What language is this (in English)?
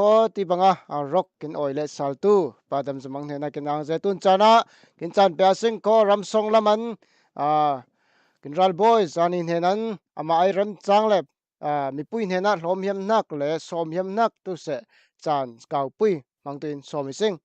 Falam Chin